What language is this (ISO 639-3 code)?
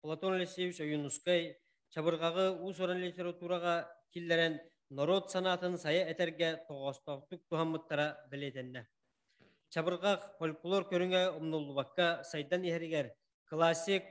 sah